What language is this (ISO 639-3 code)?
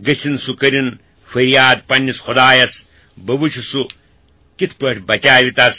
kas